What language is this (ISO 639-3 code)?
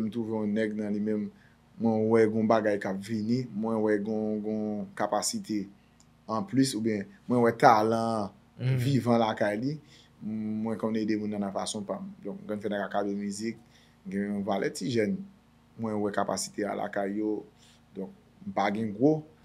hat